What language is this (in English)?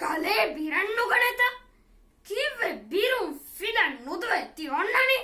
Divehi